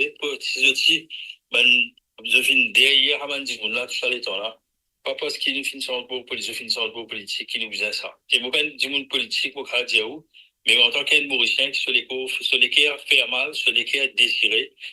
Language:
Morisyen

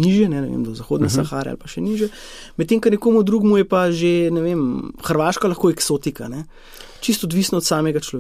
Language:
Slovenian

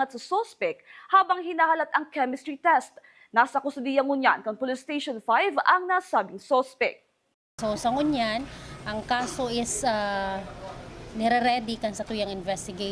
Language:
Bikol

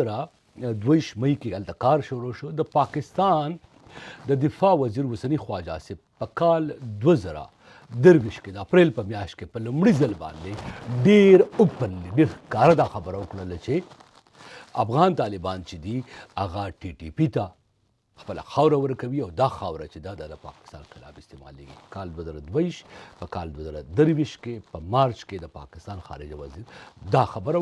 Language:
Pashto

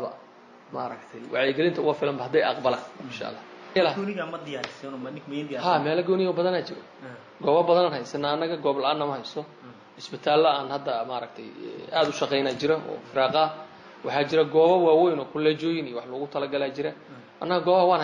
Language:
Somali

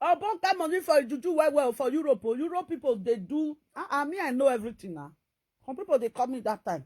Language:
Nigerian Pidgin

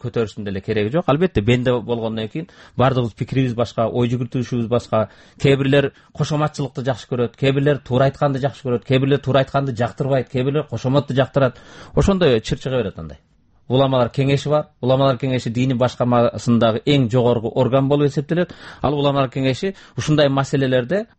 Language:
Kyrgyz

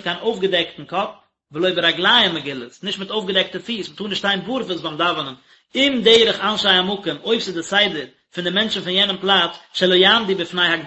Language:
Yiddish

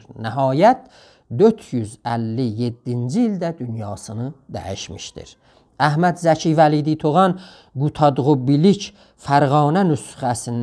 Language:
South Azerbaijani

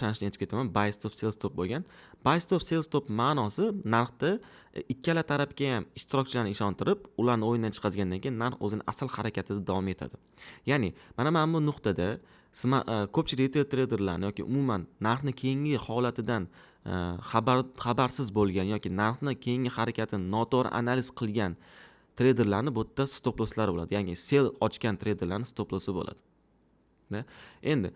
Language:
Uzbek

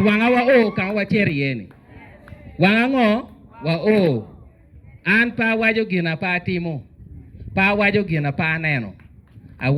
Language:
Acoli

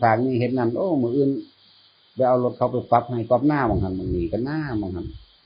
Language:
Northeastern Thai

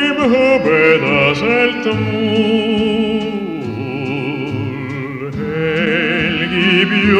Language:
Estonian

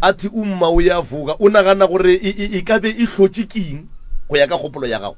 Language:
Northern Sotho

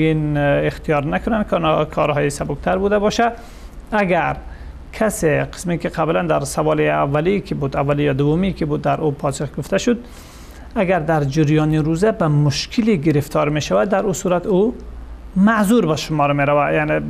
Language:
Persian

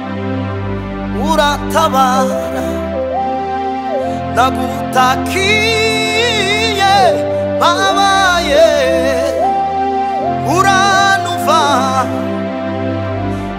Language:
Kinyarwanda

